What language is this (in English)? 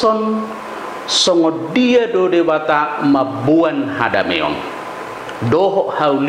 Batak Toba